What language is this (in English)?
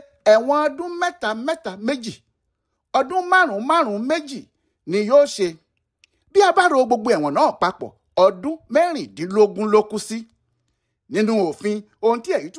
Yoruba